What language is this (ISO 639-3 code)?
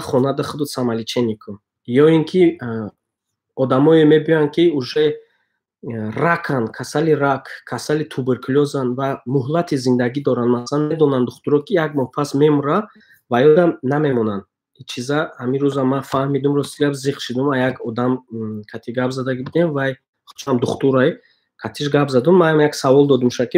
tgk